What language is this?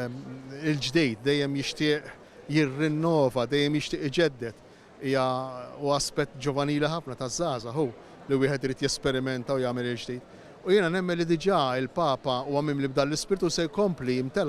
Maltese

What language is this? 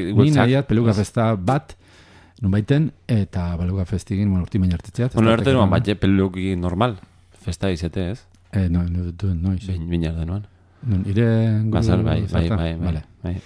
Basque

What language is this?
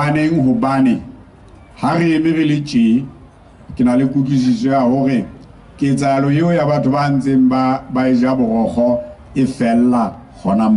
Southern Sotho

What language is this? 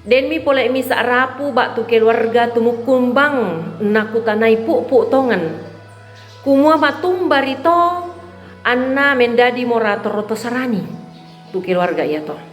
Toraja-Sa'dan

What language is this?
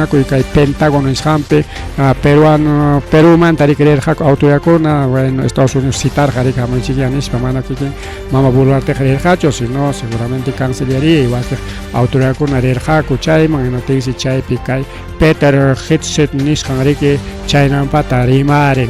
Ayacucho Quechua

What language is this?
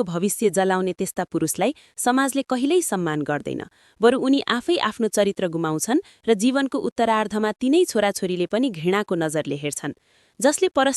Nepali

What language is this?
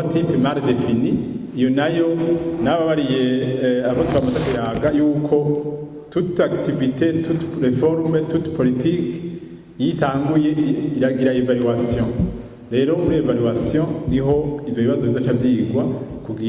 Rundi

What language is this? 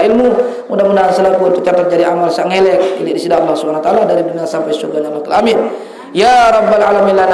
Sasak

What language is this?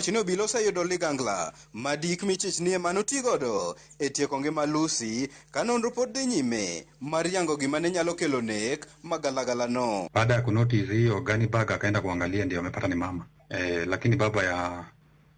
Luo (Kenya and Tanzania)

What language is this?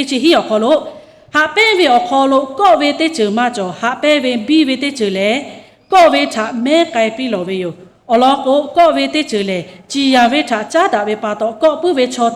Lahu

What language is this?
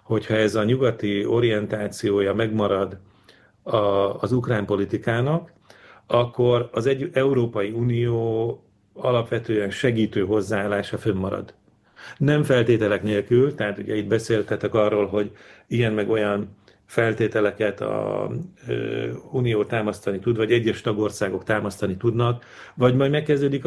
Hungarian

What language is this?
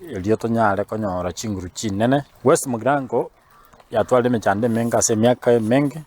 Gusii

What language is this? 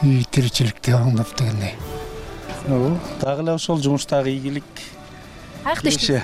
Kyrgyz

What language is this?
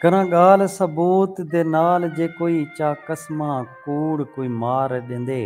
Saraiki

